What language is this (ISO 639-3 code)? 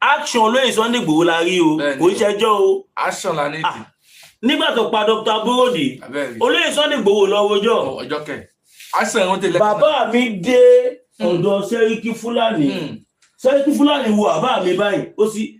yor